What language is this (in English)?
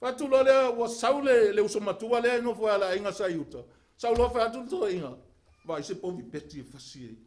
Samoan